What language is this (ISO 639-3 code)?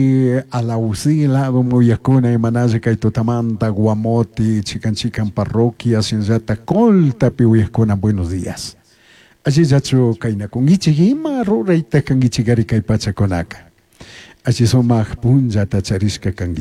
qug